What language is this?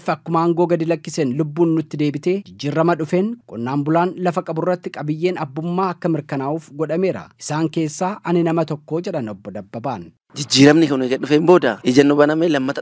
Oromo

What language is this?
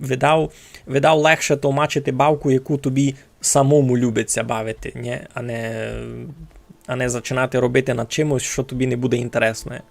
Rusyn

